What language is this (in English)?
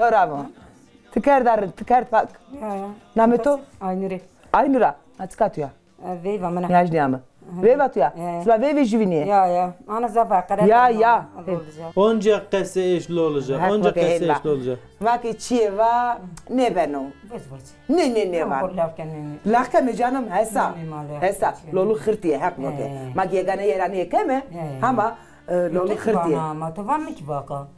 Zaza